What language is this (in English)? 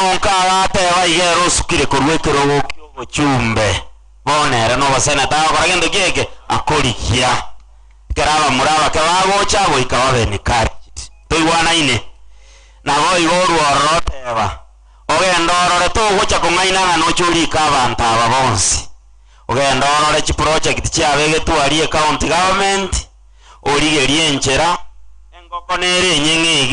Gusii